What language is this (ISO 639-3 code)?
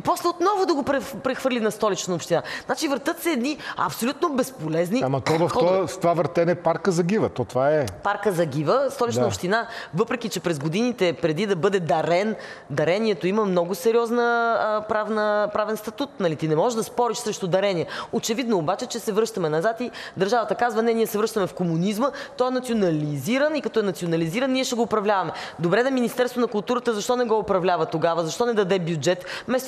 bul